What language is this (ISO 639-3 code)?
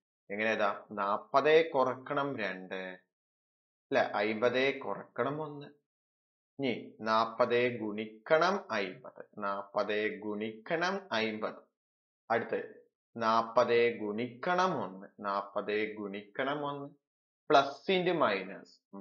mal